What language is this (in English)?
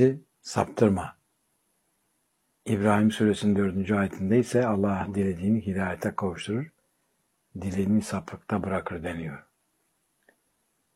Turkish